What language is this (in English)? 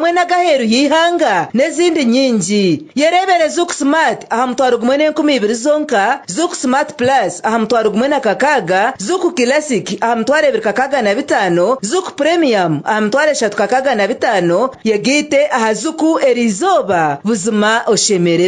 Nyankole